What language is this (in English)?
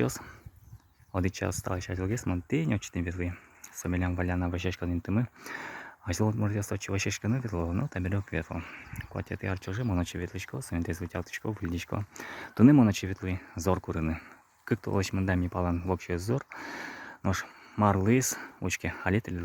Udmurt